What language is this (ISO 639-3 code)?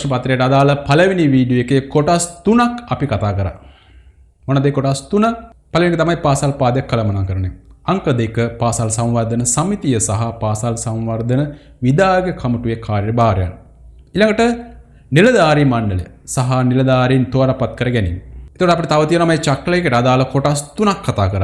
sin